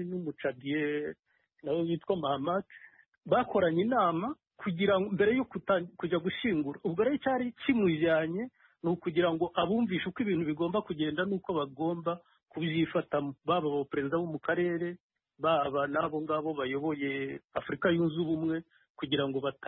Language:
Kinyarwanda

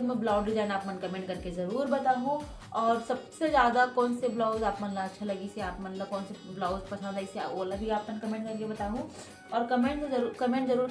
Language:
Chhattisgarhi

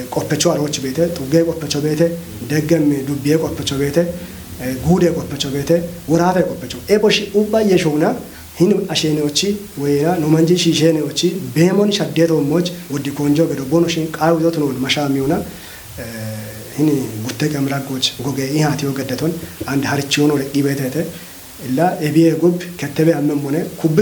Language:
Kafa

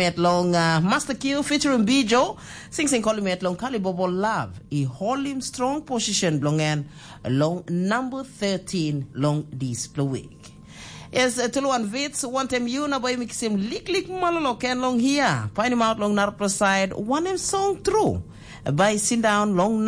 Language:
Tok Pisin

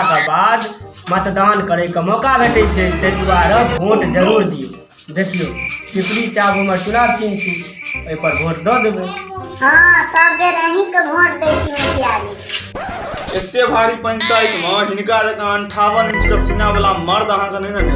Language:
Maithili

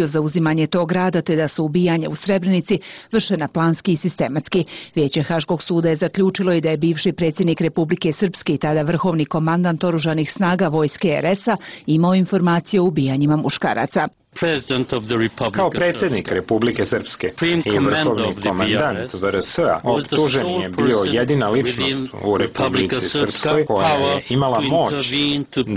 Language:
Bosnian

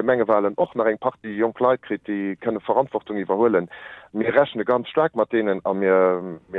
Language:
Luxembourgish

